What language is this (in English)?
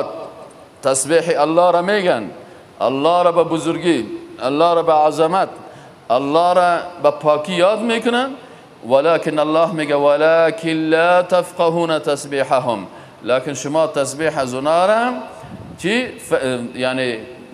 Persian